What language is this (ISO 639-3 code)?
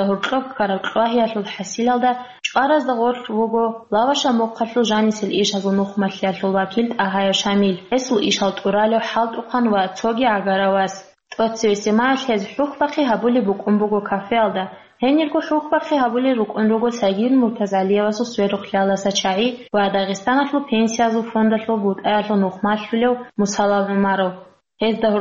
ava